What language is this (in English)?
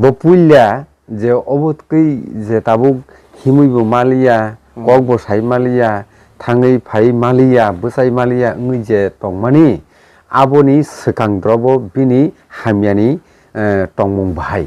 Kok Borok